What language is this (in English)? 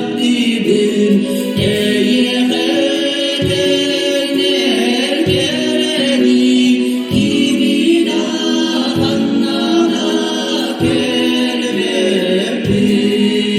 Yakut